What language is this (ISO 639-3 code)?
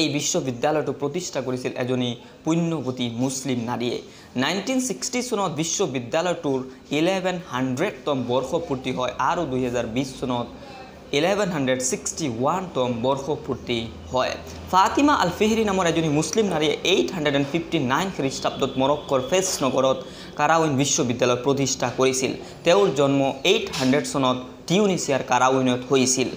asm